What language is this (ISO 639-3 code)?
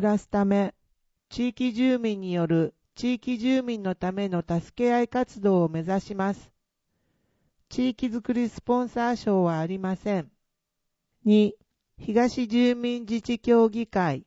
jpn